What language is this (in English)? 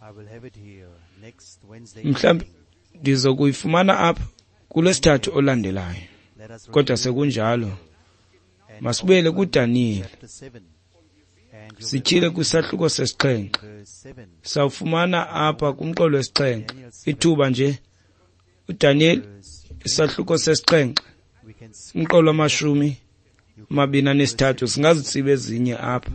Xhosa